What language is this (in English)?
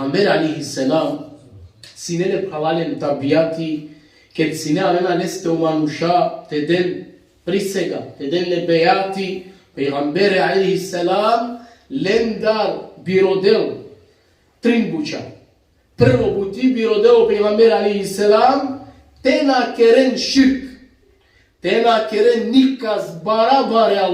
Balkan Romani